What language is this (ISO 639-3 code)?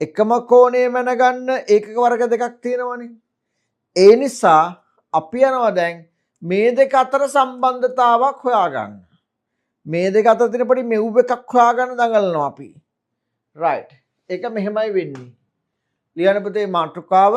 sin